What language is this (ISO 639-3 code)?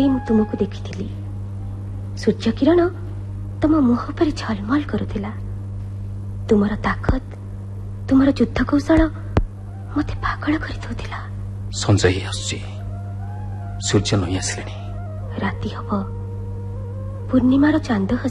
ori